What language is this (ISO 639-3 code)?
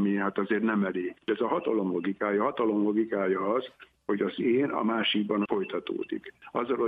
hun